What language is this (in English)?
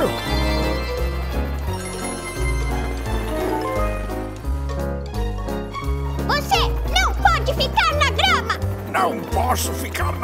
Portuguese